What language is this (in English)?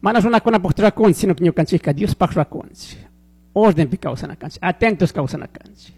Chimborazo Highland Quichua